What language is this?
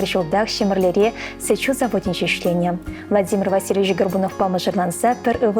Chuvash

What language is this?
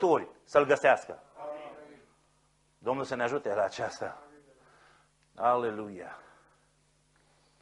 Romanian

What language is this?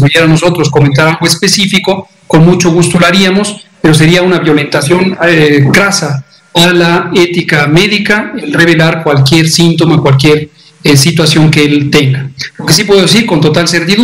Spanish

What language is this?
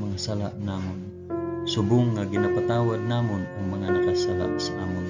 Hiligaynon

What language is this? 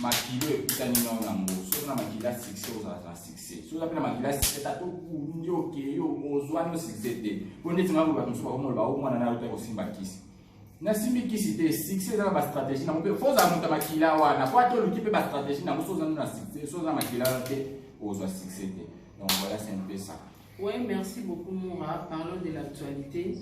Lingala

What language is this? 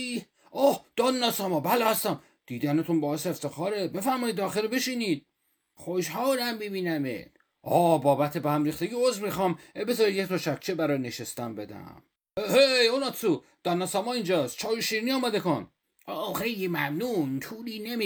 Persian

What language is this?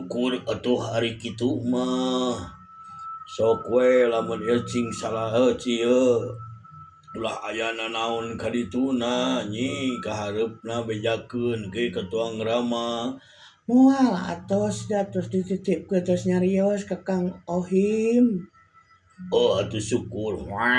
Sundanese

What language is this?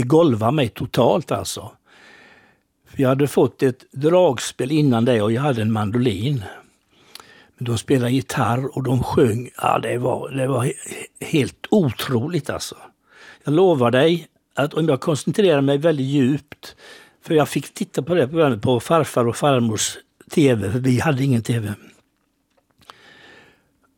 Swedish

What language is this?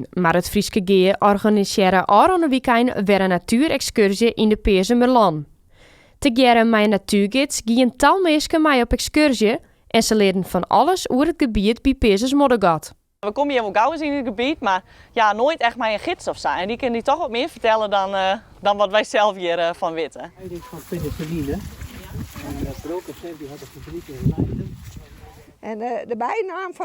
Western Frisian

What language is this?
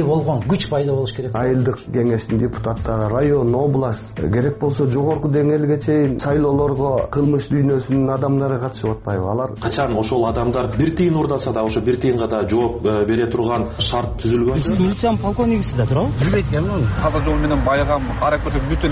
Kyrgyz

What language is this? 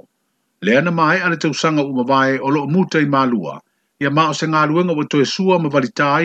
Samoan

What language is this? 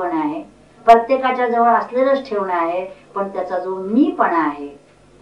Marathi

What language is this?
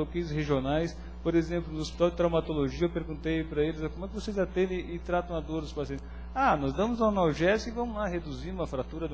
Portuguese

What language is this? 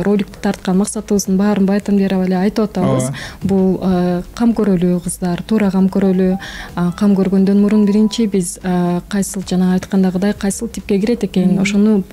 Kyrgyz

